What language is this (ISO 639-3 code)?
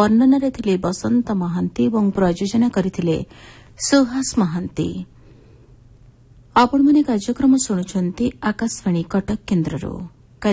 ori